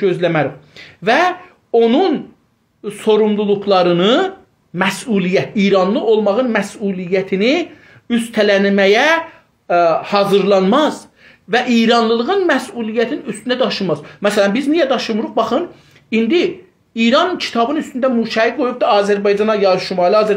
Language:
South Azerbaijani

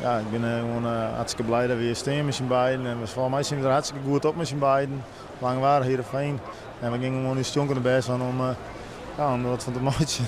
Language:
Western Frisian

